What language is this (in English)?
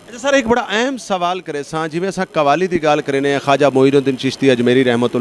Saraiki